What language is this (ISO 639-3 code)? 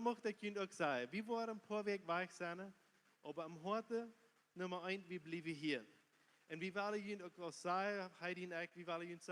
pdt